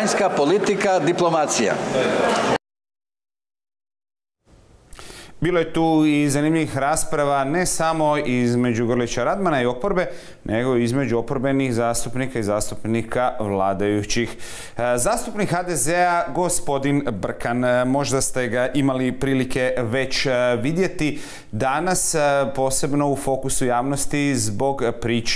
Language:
Croatian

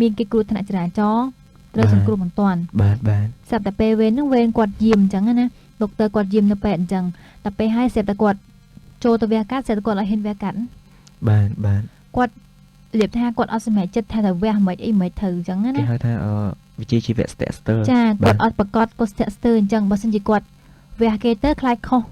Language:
Khmer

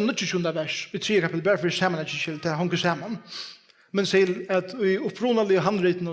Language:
Faroese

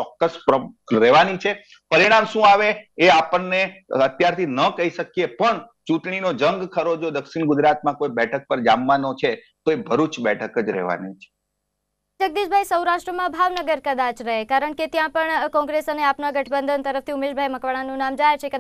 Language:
Gujarati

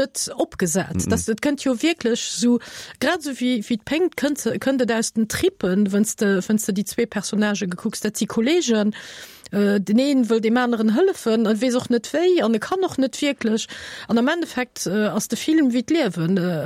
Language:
Luxembourgish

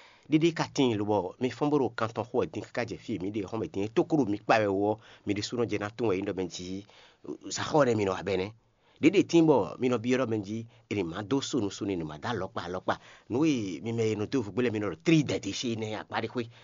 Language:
Fon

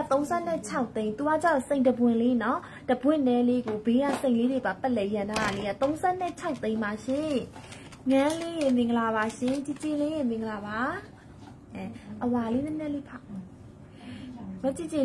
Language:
Burmese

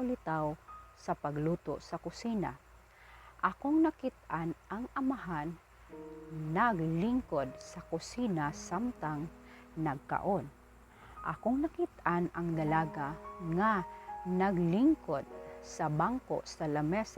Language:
Cebuano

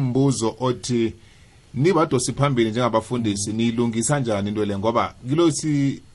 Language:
South Ndebele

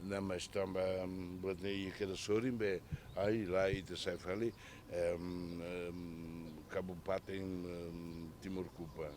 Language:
Tetum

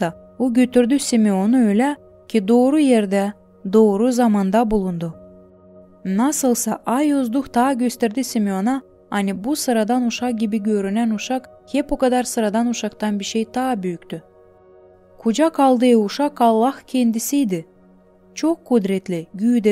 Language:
Gagauz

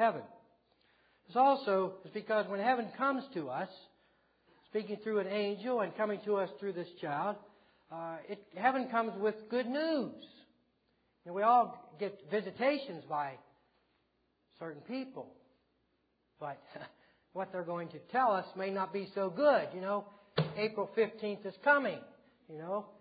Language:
English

